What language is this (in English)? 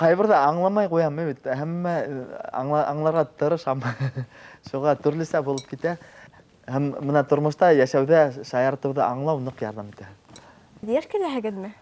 Bashkir